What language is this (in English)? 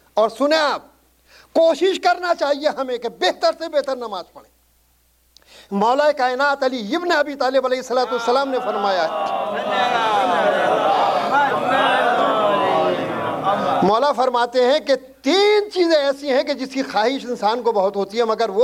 Urdu